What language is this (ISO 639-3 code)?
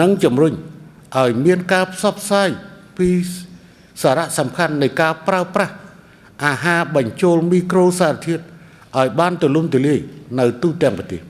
khm